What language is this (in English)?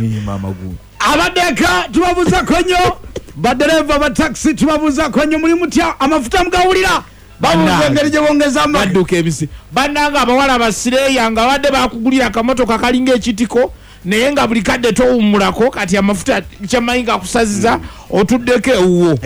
Ganda